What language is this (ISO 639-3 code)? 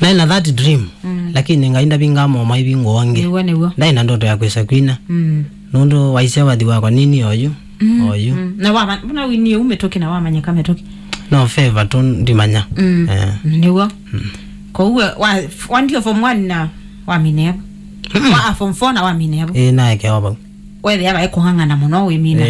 kam